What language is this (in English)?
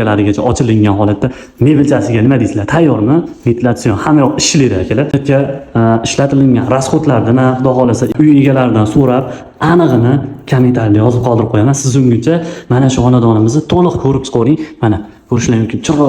Uzbek